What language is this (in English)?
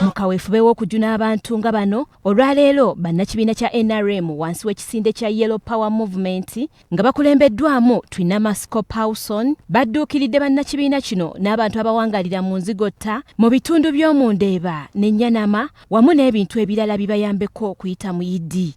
Ganda